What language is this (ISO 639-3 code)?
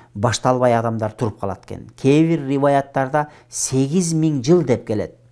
kir